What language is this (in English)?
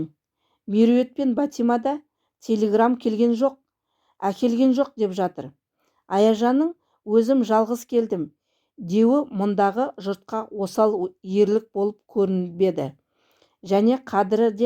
Kazakh